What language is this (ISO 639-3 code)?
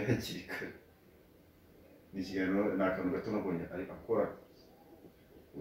kin